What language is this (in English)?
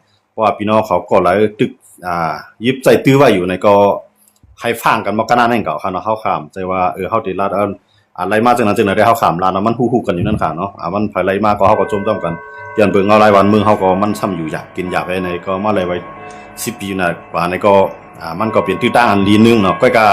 Shan